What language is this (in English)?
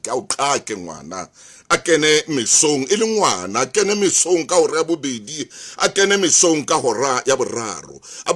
Southern Sotho